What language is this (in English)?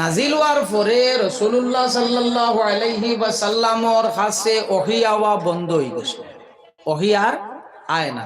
Sylheti